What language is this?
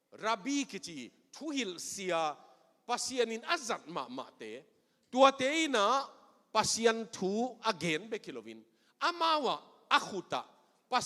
Tedim Chin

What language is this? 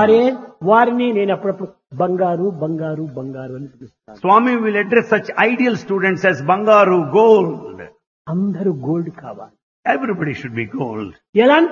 Telugu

